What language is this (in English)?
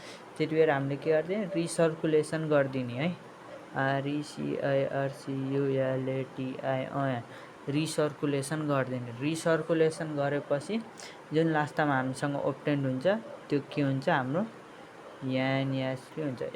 Nepali